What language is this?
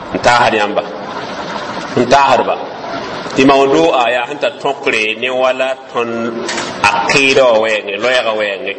Mossi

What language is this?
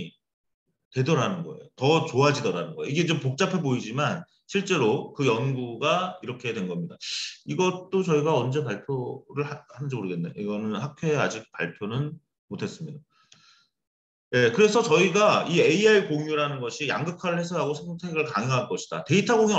Korean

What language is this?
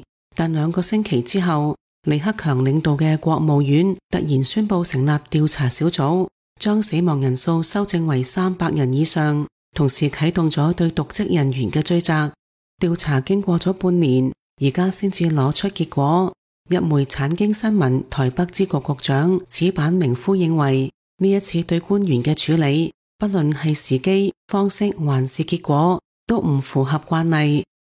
Cantonese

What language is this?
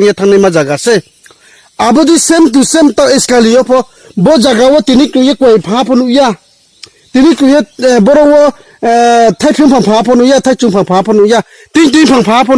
Riang (India)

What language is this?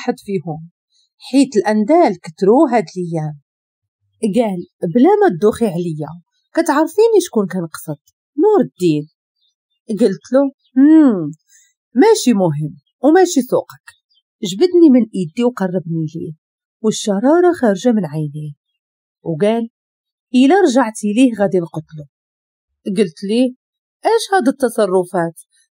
Moroccan Arabic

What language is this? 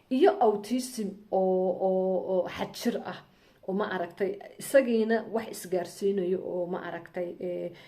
Somali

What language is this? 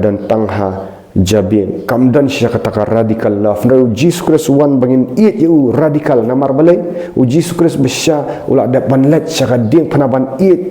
Khasi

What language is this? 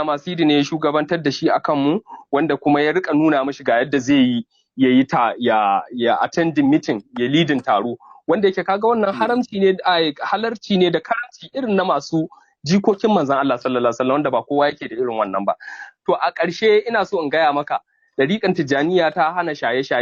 Hausa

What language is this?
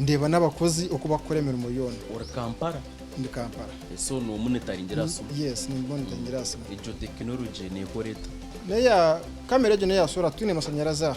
Nyankole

